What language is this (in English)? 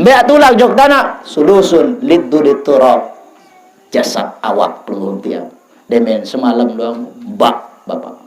Sasak